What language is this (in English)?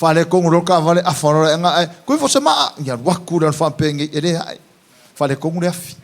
Samoan